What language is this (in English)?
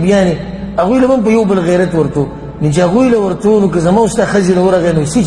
Pashto